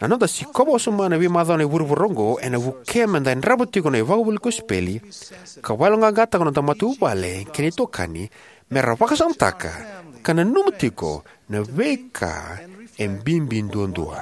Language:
Fijian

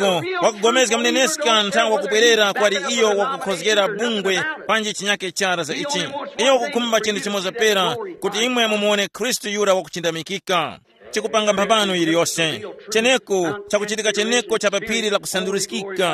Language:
Tumbuka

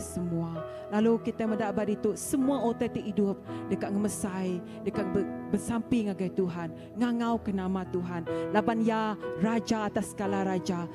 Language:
Iban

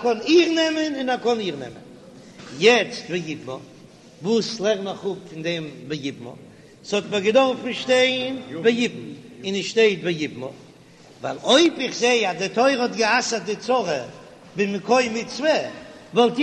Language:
Yiddish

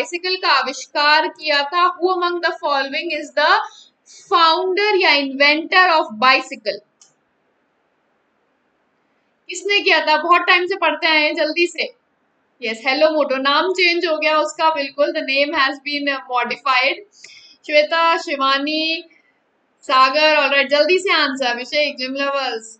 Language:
Hindi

